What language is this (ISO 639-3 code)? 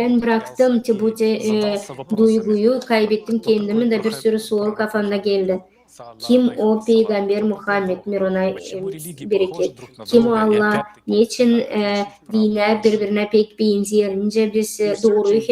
gag